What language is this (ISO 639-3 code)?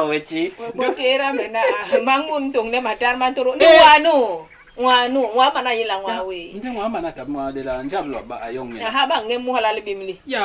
bas